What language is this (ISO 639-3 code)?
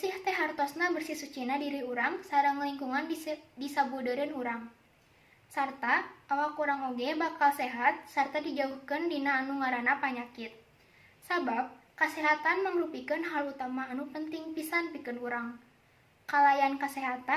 sun